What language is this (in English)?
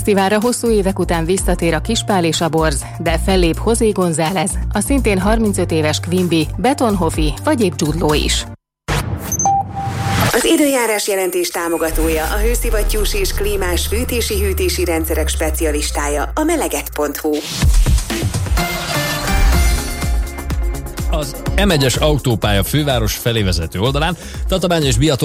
Hungarian